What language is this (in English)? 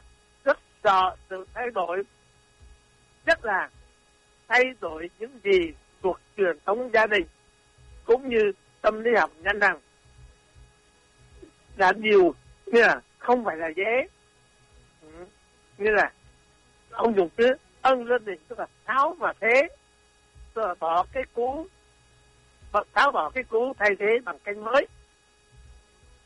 Vietnamese